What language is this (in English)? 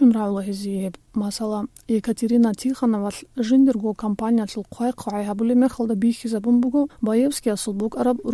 Avaric